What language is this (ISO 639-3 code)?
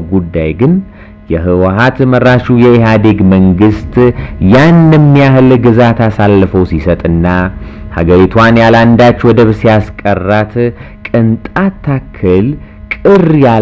amh